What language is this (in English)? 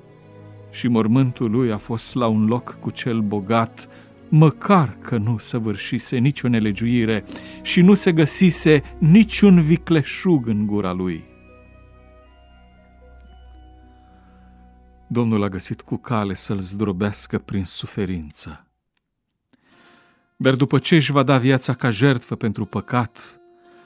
Romanian